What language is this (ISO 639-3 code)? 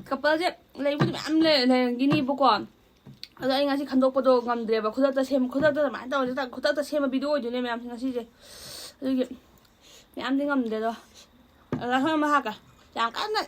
mni